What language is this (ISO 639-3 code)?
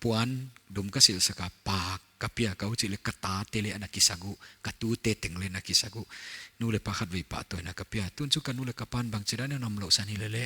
pck